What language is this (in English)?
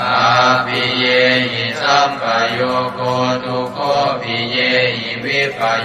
Pali